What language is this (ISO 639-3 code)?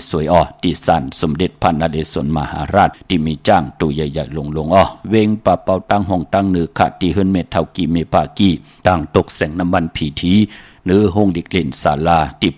shn